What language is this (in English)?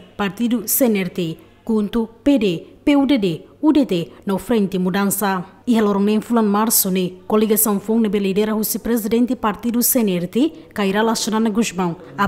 Tetum